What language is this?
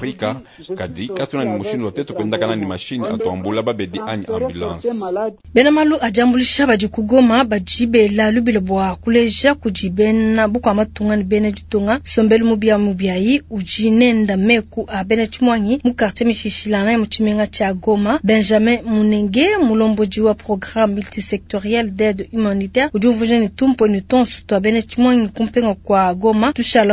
Luba-Lulua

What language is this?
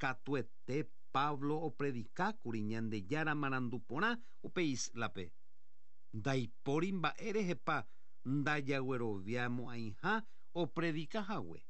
Guarani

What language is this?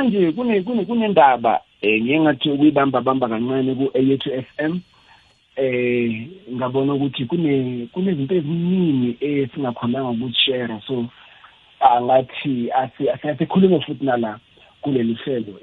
South Ndebele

